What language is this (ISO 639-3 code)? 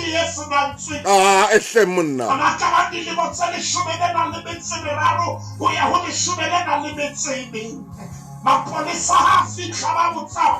sot